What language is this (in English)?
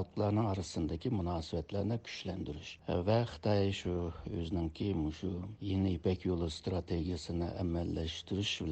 Uyghur